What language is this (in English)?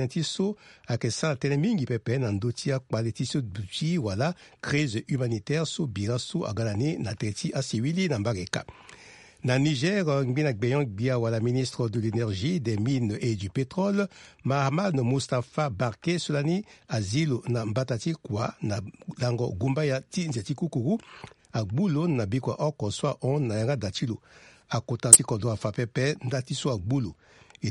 Sango